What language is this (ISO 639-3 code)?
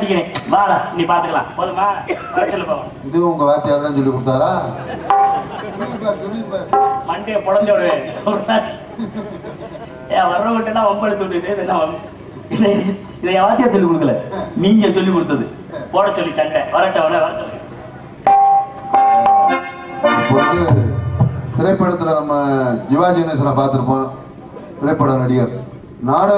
tam